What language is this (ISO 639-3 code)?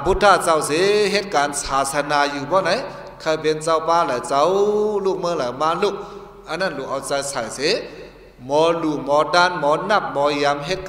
shn